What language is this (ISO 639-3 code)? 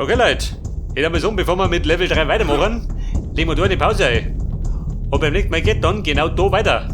bar